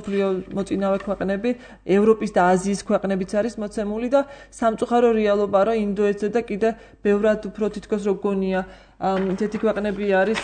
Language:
Georgian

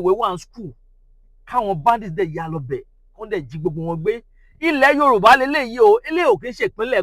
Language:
Yoruba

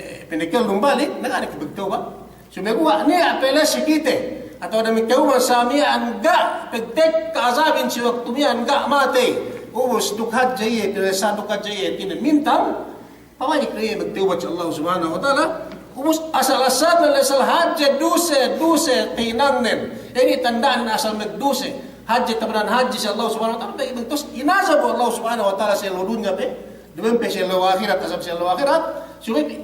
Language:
Yakan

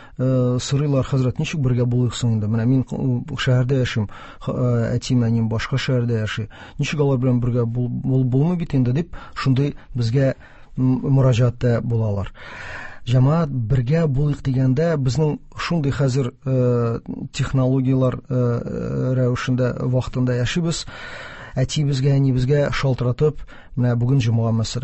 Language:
Tatar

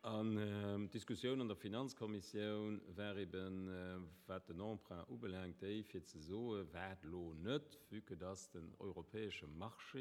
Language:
Luxembourgish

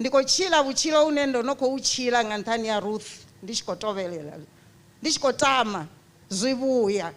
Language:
Venda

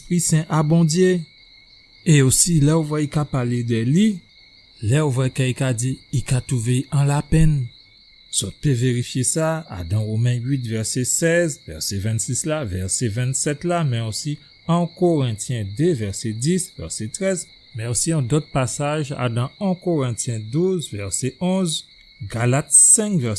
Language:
Guadeloupean Creole French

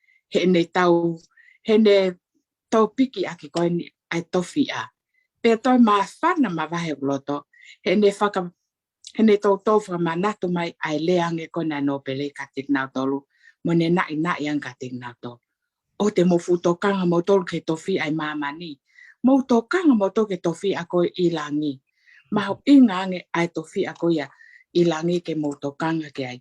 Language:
Tongan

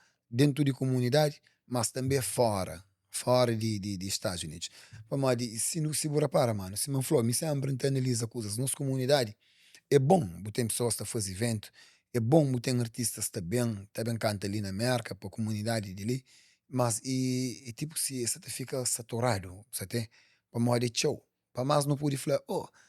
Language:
Kabuverdianu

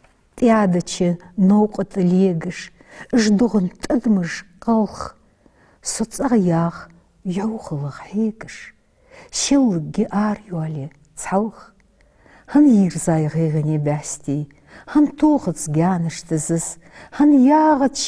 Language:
Ingush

